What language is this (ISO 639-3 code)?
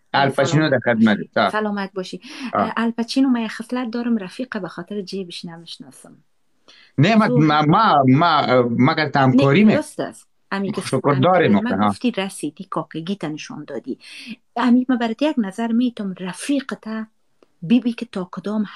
fas